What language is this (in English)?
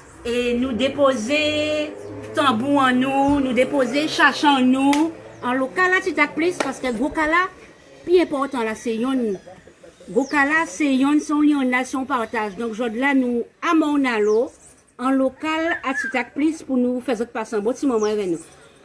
Guadeloupean Creole French